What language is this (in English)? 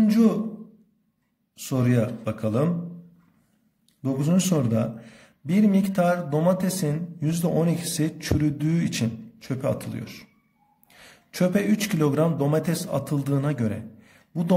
Turkish